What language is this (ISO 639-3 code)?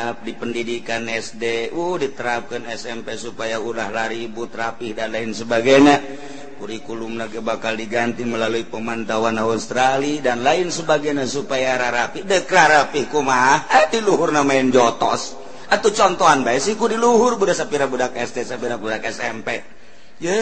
sun